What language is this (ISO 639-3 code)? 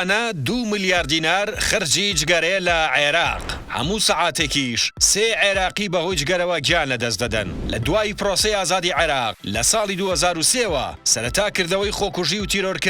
ckb